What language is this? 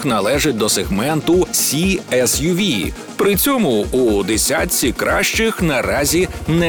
Ukrainian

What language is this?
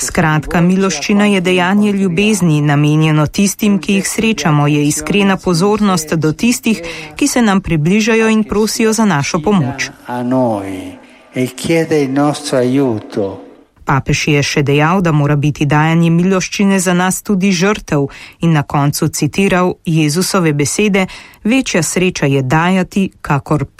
Slovenian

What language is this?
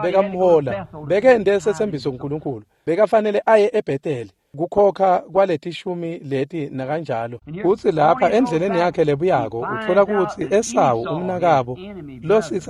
Swati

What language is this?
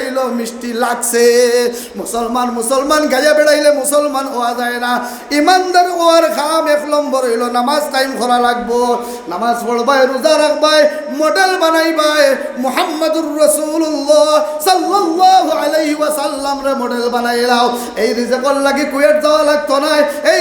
Sylheti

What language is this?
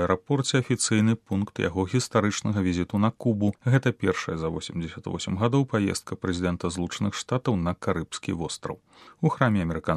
Belarusian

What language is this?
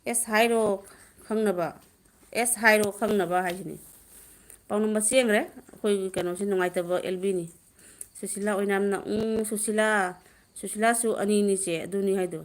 Manipuri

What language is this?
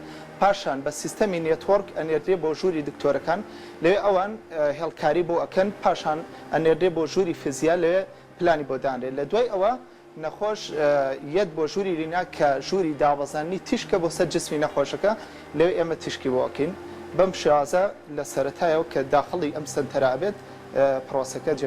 Central Kurdish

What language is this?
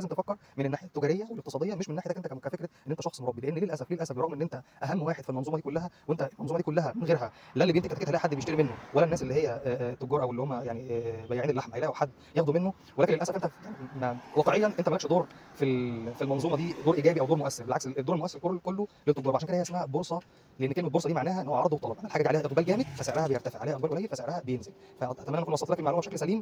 Egyptian Arabic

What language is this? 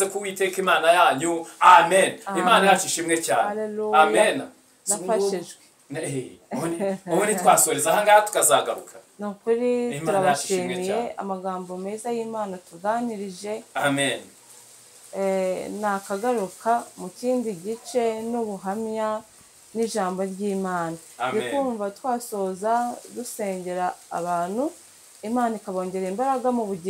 Kinyarwanda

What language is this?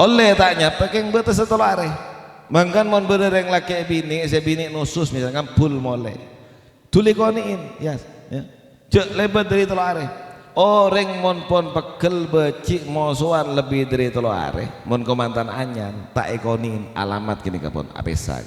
Madurese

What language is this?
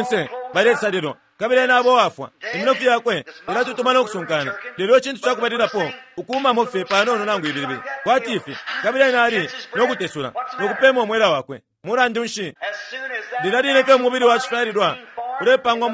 Bemba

